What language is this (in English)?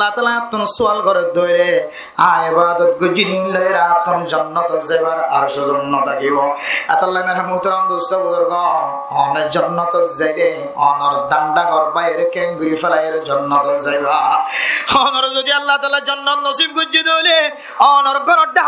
Rohingya